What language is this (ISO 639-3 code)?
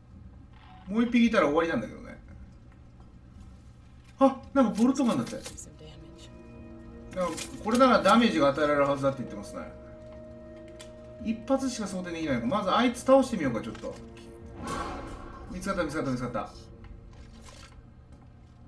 jpn